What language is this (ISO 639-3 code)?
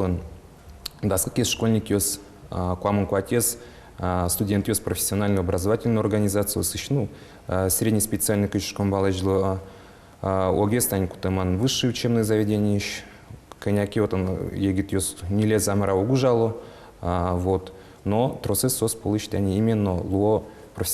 udm